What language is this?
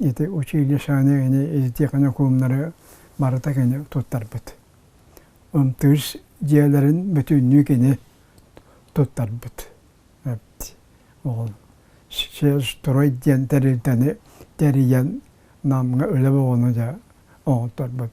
Yakut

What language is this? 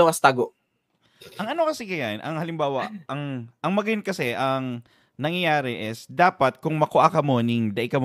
Bikol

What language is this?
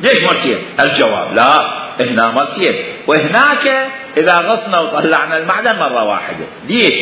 Mesopotamian Arabic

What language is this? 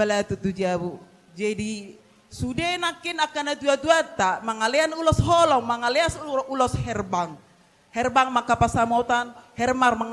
Batak Toba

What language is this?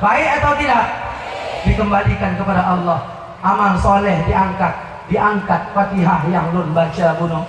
Achinese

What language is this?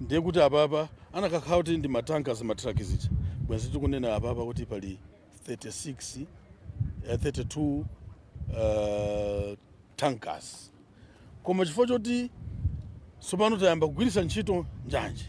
Nyanja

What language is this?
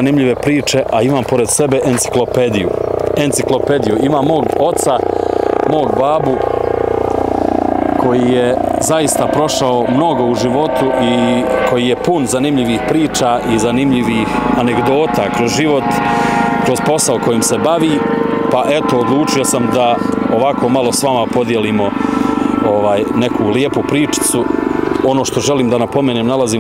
Bosnian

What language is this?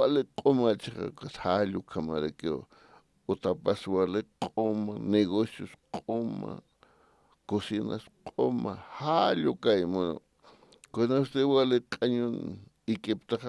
Aymara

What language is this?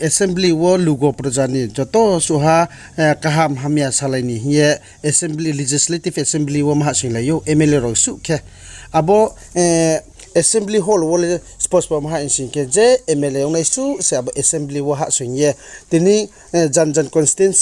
Riang (India)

